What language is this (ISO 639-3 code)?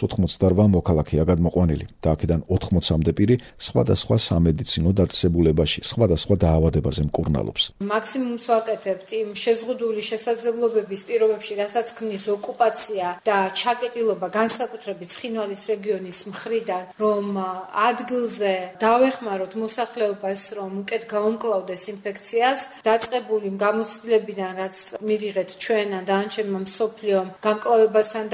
kat